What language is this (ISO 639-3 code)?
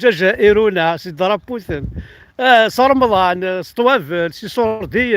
kab